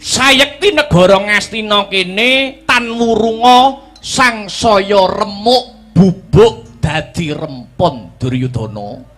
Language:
Javanese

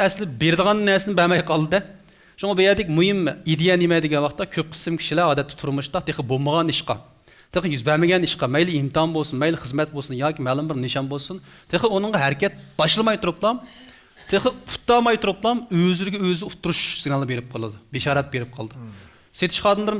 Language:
Uyghur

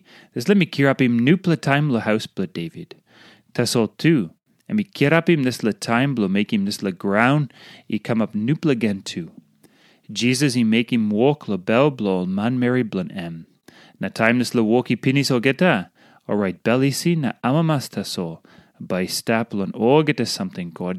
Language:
Tok Pisin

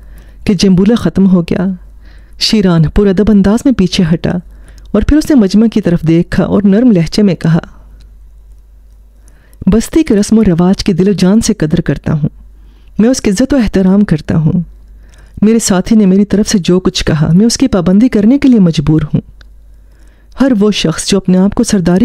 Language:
Urdu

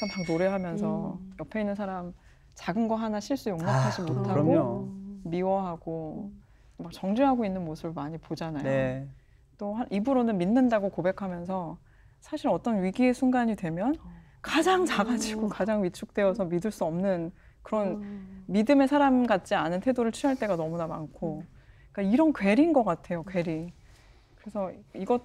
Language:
Korean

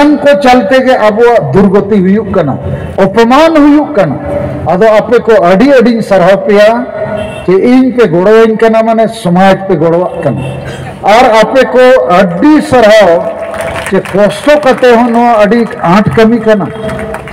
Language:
Santali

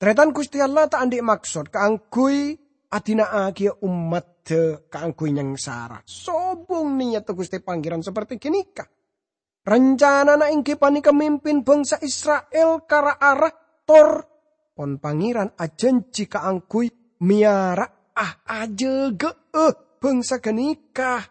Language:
Madurese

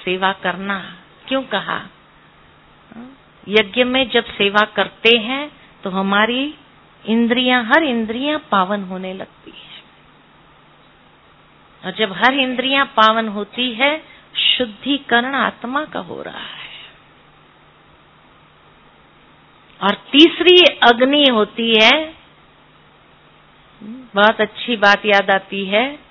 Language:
Hindi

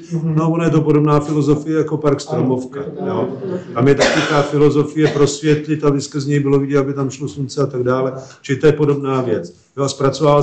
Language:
Czech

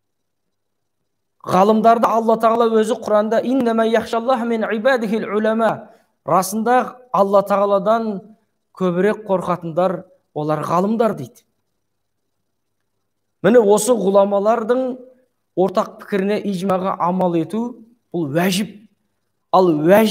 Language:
Kazakh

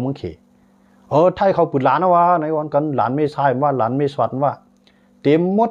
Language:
Shan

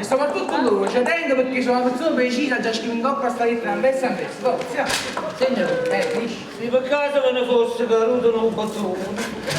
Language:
Neapolitan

